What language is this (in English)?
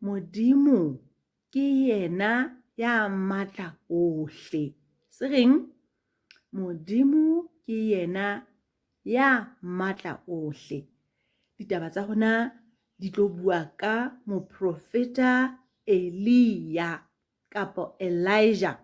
Southern Sotho